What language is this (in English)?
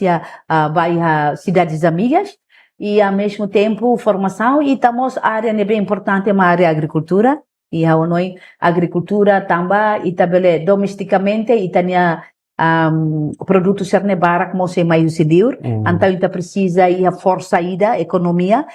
Tetum